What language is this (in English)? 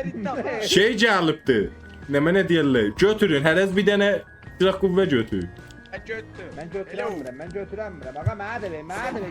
South Azerbaijani